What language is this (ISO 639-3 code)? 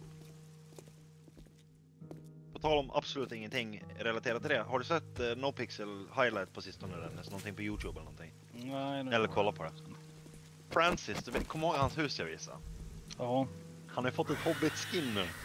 swe